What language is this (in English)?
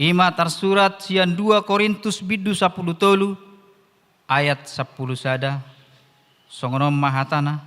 Batak Toba